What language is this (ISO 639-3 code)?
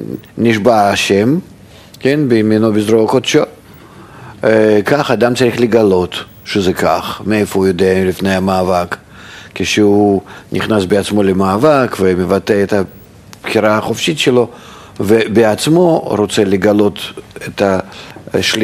heb